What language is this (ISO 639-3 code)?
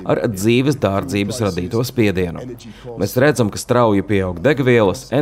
lav